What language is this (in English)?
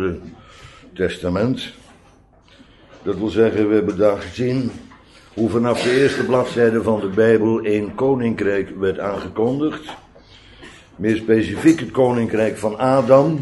Dutch